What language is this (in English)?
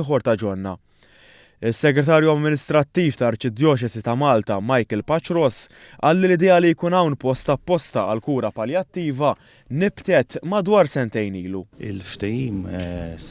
Maltese